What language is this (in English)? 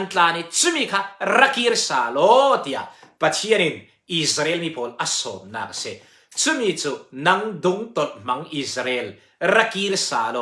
Falam Chin